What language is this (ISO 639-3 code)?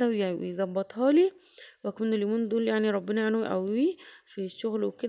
arz